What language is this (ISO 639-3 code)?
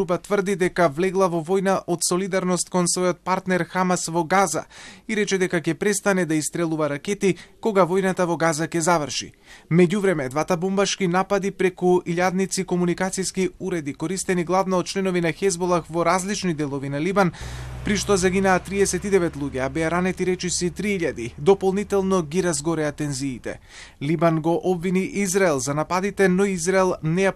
mkd